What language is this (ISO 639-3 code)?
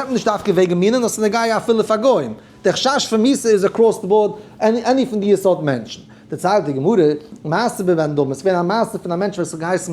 yid